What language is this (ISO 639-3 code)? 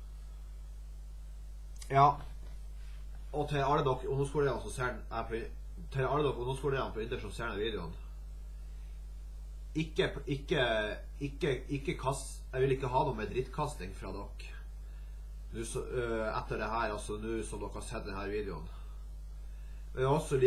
nor